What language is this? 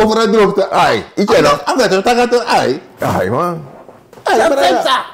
Sranan Tongo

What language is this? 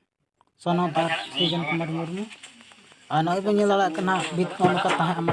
Santali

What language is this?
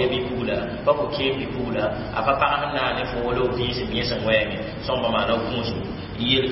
Mossi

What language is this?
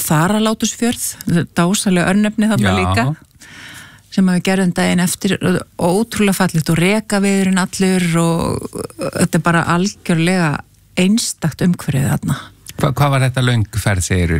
Icelandic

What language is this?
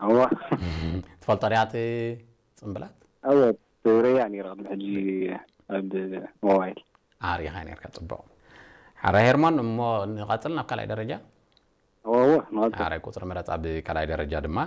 Tigrinya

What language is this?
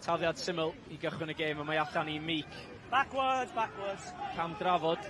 Welsh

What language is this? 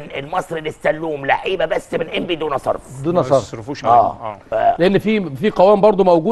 Egyptian Arabic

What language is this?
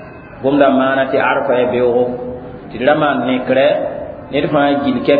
Mossi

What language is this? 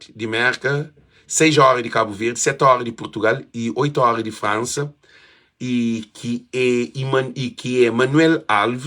Kabuverdianu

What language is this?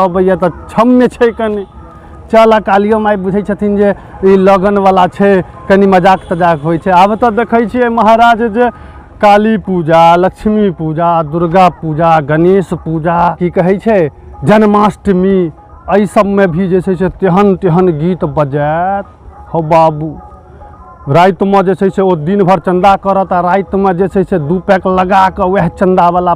Maithili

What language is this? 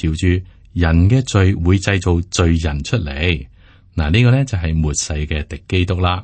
Cantonese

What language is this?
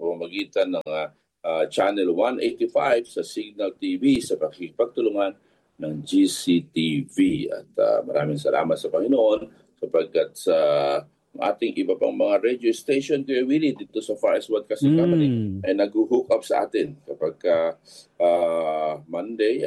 Filipino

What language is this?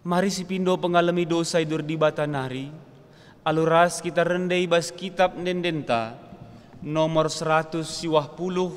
Batak Karo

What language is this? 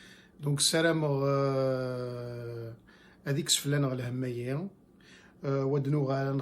Kabyle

